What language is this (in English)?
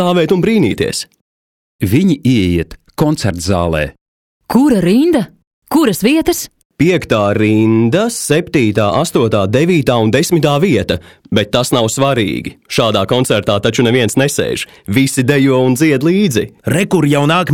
Latvian